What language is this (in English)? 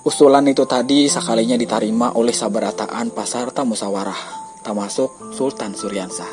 Banjar